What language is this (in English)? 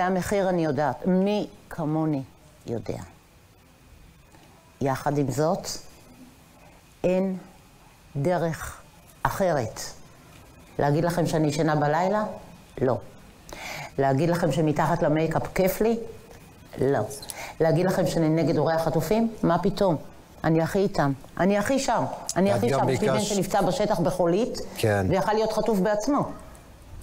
Hebrew